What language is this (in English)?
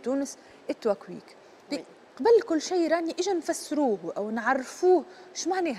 Tunisian Arabic